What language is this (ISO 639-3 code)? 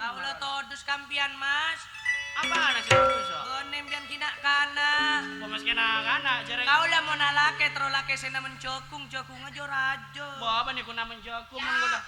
mad